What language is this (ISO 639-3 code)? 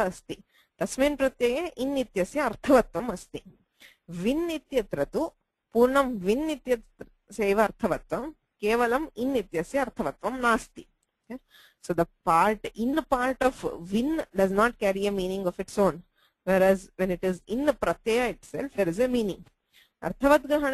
san